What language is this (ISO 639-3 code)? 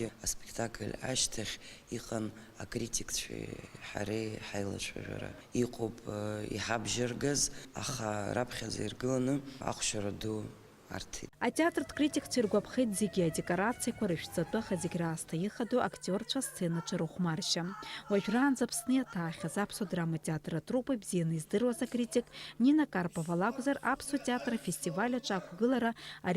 abk